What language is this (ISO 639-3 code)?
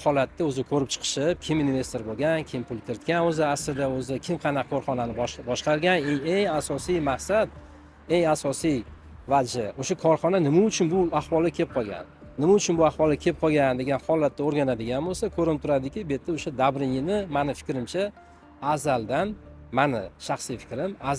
uzb